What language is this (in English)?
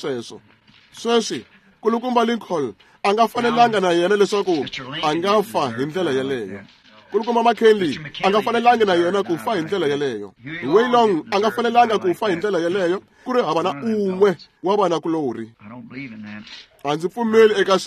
Tsonga